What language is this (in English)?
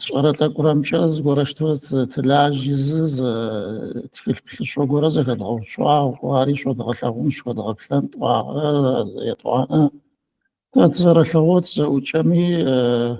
Adyghe